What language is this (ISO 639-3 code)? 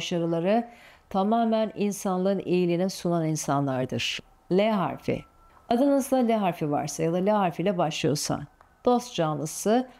tur